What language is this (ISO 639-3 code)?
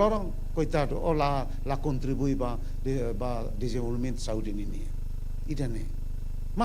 tet